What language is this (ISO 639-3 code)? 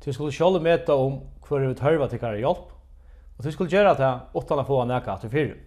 fao